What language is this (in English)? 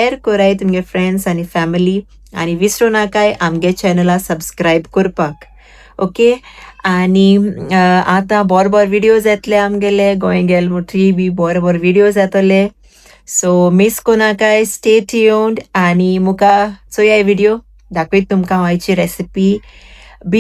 Konkani